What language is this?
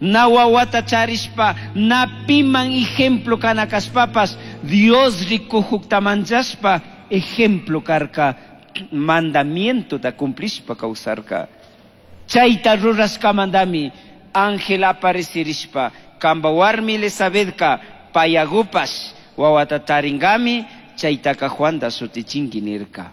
Chimborazo Highland Quichua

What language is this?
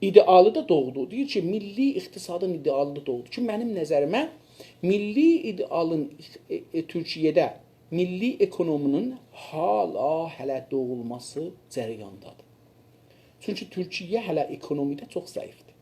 South Azerbaijani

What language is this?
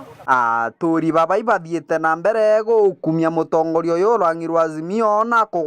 Meru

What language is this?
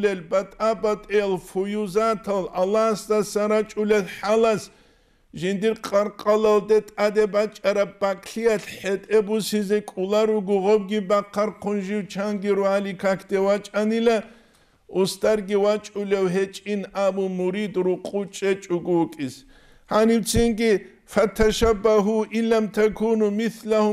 Avaric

